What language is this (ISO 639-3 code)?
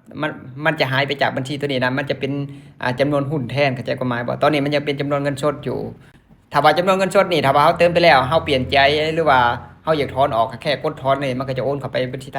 lao